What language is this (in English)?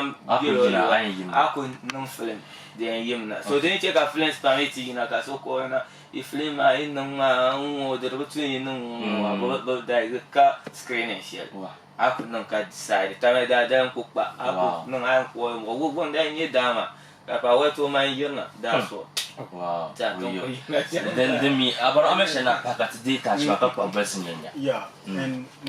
Dagbani